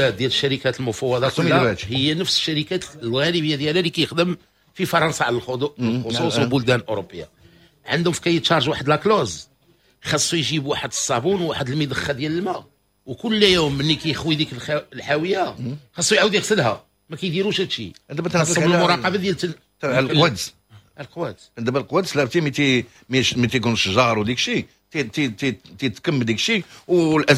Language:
Moroccan Arabic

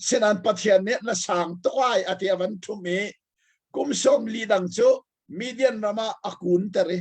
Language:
Hakha Chin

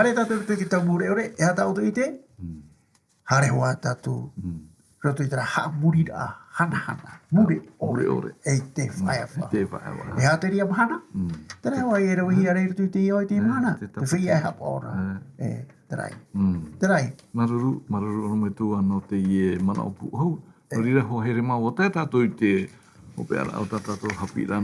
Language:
Tahitian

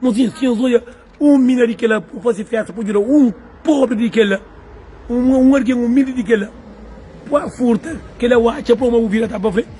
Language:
Kabuverdianu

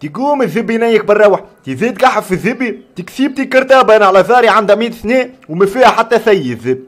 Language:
Tunisian Arabic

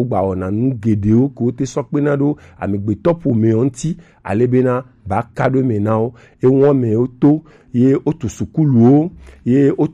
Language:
Gen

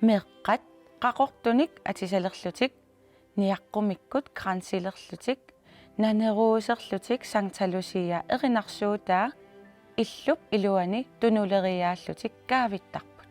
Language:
Kalaallisut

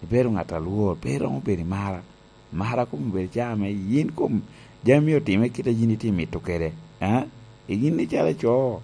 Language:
Lango (Uganda)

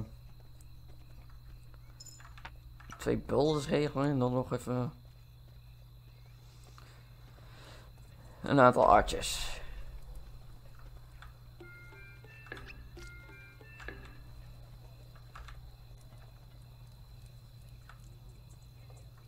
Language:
Dutch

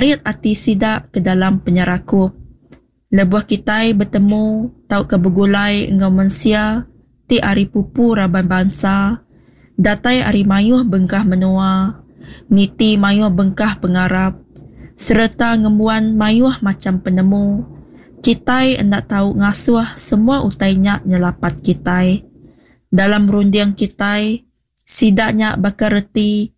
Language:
Iban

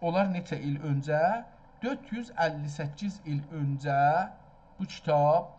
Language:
South Azerbaijani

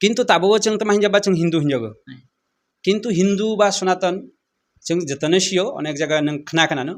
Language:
Kok Borok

